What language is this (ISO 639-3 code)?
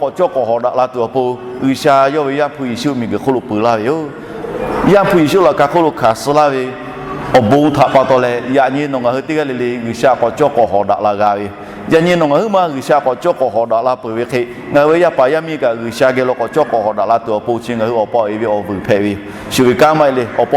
lhu